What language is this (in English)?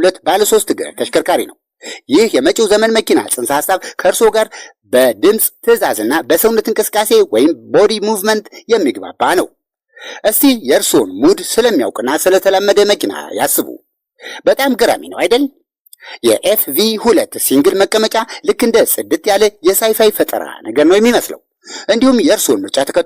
Amharic